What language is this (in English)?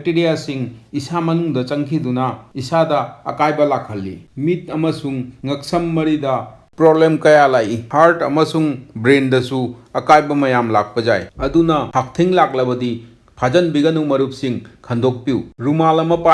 Manipuri